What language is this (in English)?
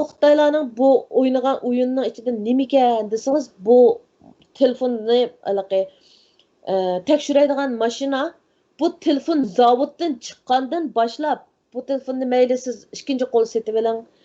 Uyghur